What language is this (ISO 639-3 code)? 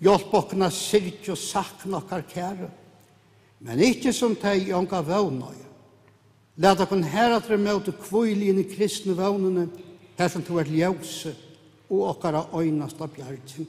fao